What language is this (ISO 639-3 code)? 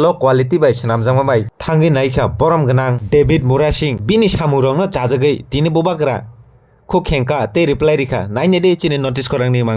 trp